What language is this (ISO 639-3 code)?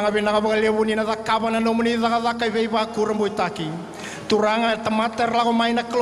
fij